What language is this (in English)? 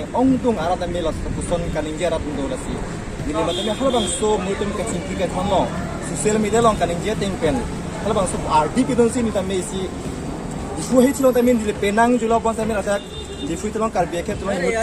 Karbi